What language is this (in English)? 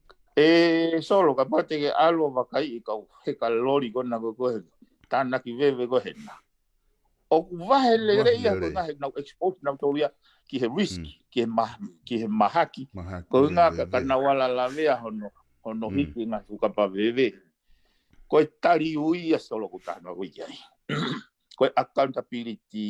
Tongan